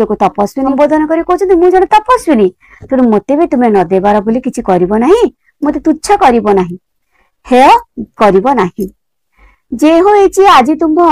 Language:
Odia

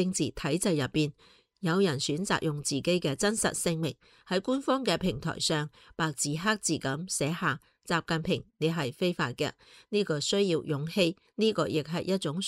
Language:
Cantonese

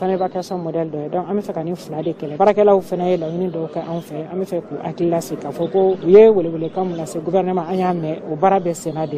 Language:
Bambara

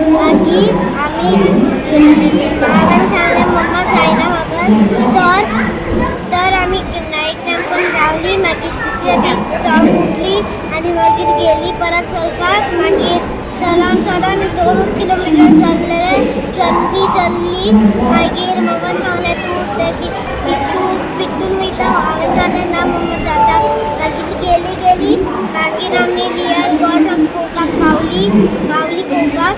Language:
Konkani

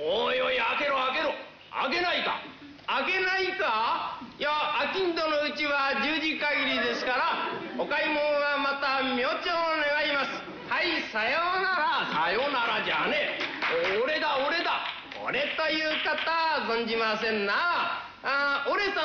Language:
Japanese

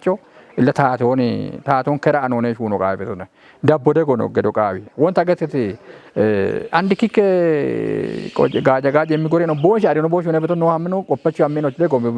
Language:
Kafa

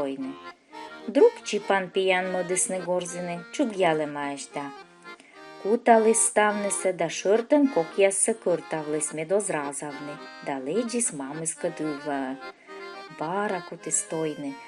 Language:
Komi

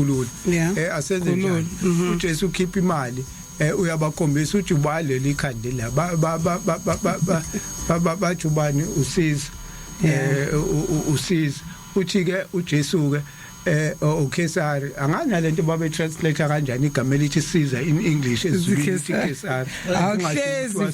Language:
Zulu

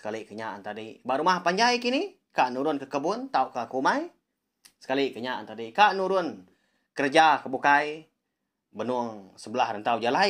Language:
Iban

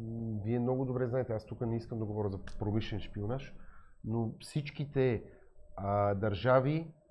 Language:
Bulgarian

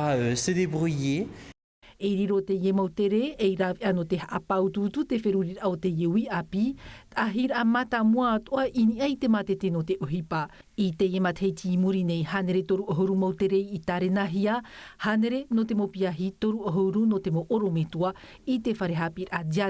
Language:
Tahitian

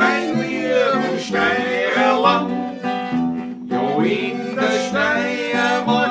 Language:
Bavarian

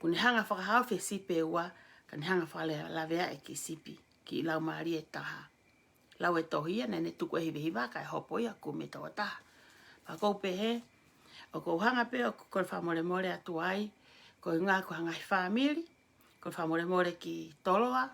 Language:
Tongan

